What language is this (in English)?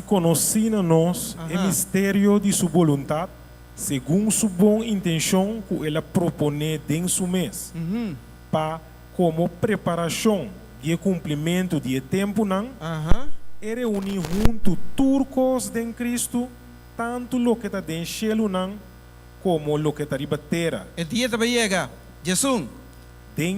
Papiamento